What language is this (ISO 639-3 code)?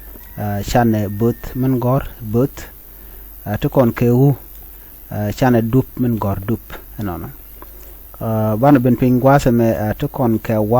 nus